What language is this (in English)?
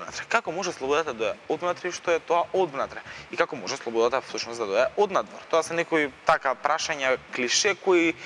Macedonian